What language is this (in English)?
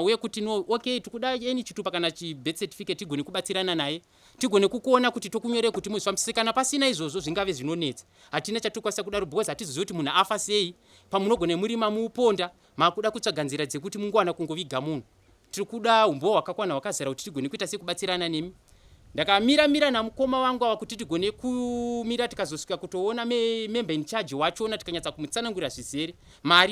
Shona